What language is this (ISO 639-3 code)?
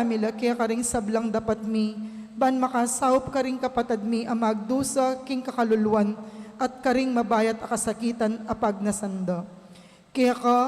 pam